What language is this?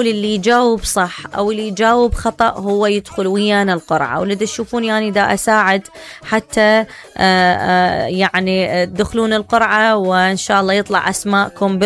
Mesopotamian Arabic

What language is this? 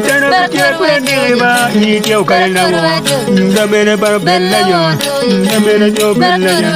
Acoli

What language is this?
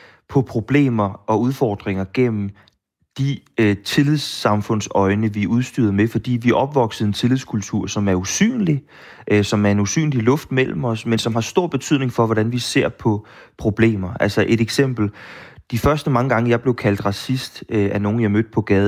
Danish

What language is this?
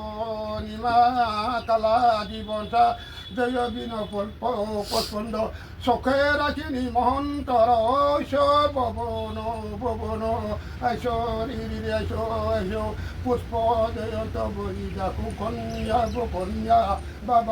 Riang (India)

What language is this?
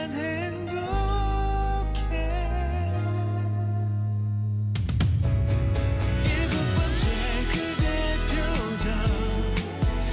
Korean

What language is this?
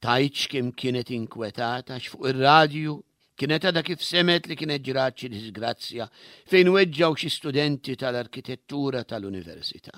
Maltese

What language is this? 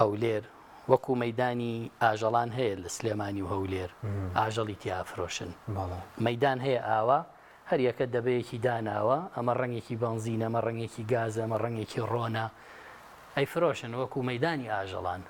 Central Kurdish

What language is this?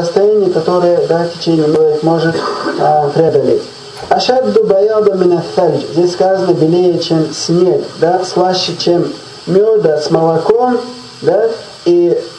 Russian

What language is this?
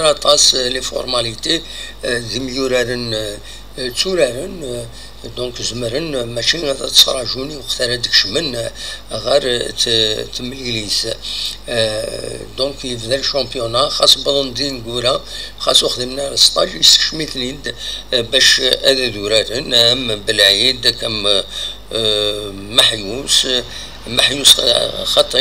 Kabyle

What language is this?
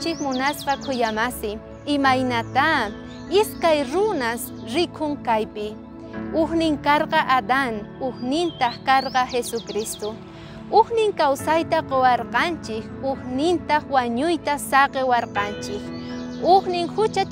Quechua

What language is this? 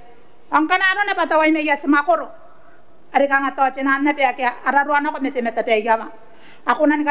Gilbertese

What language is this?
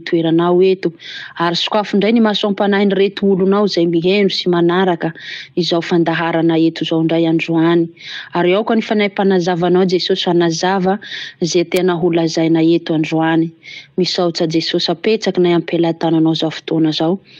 Malagasy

